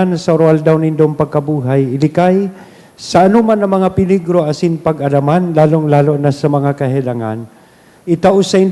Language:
Bikol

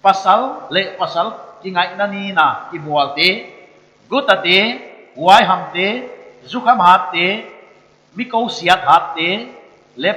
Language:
Paite Chin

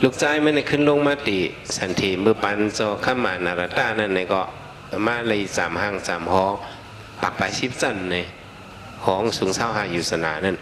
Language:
Shan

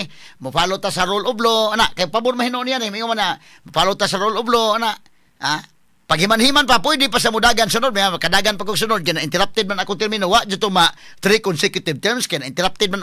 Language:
Cebuano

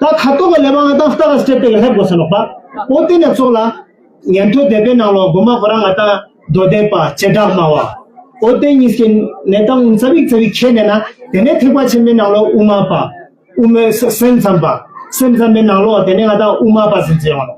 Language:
Ladakhi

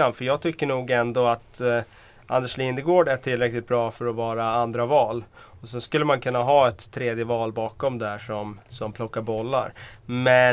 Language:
Swedish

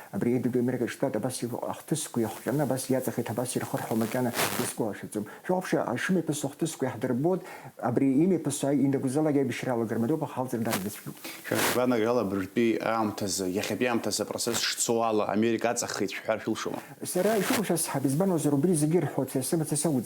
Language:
Abkhazian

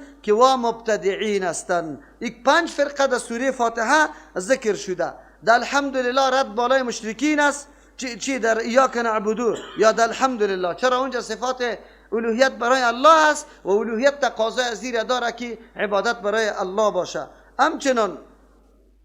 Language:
Persian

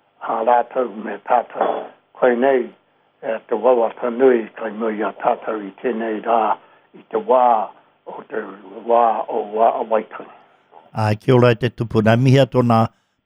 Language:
Māori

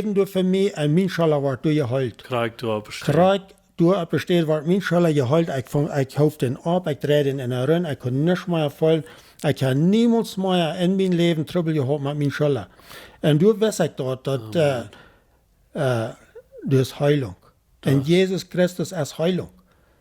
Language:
Plautdietsch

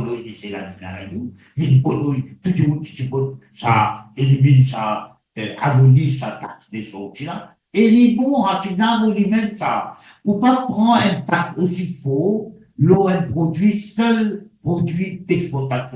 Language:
Morisyen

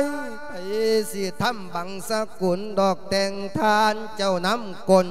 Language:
Lao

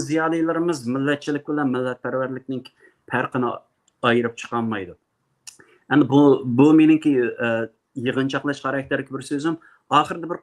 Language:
Uyghur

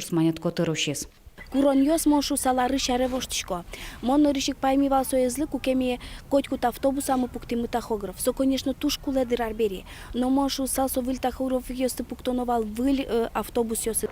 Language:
Udmurt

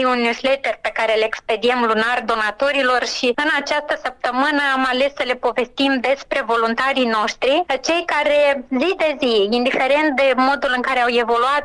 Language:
Romanian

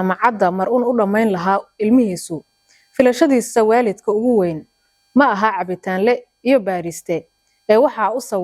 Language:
Somali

